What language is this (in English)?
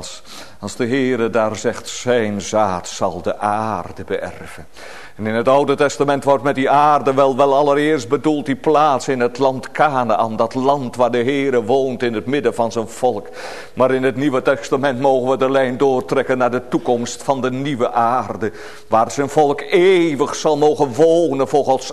Dutch